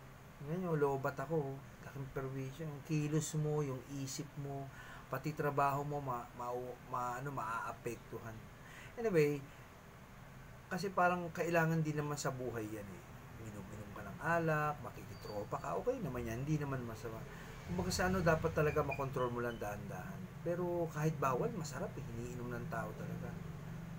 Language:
Filipino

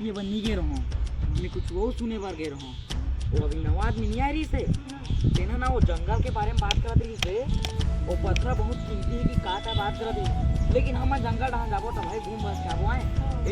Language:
Chhattisgarhi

